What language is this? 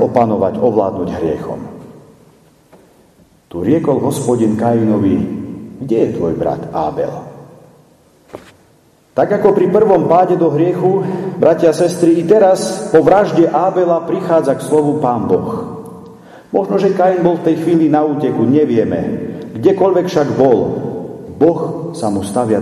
Slovak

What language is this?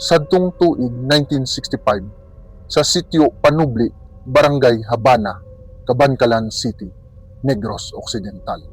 Hiligaynon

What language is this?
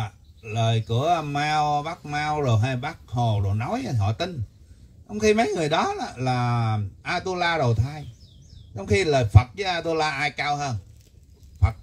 Vietnamese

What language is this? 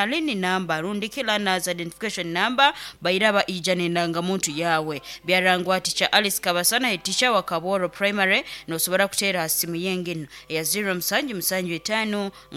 Nyoro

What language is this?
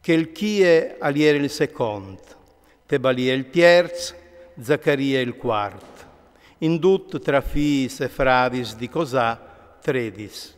Friulian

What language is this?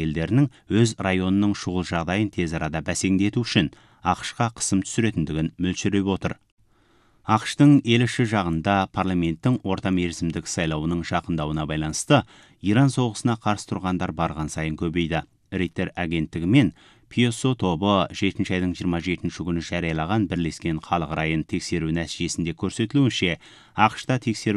Kazakh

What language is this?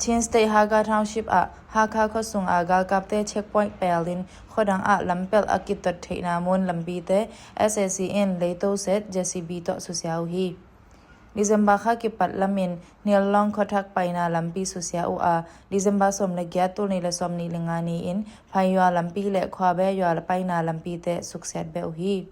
Tedim Chin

